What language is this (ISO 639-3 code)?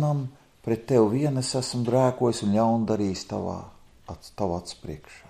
lav